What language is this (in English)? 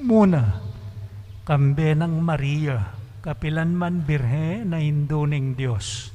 Pampanga